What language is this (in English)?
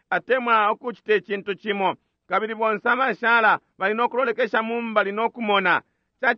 Bemba